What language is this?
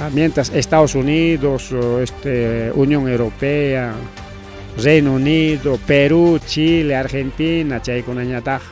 Ayacucho Quechua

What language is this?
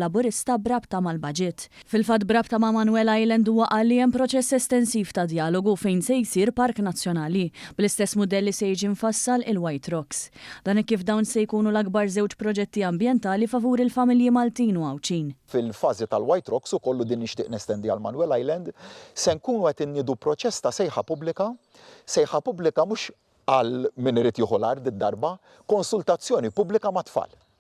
Maltese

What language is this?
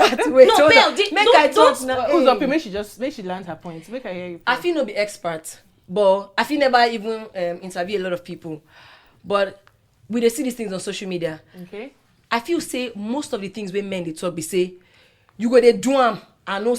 Nigerian Pidgin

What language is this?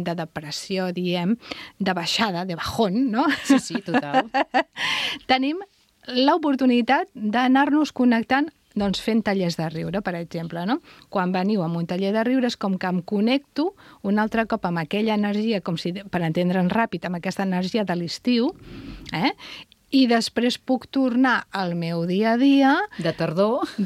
Catalan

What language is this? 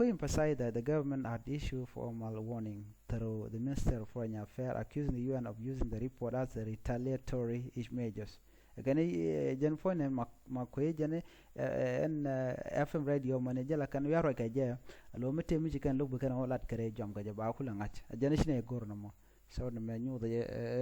Nuer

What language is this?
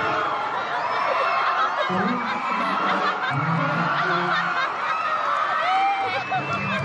Thai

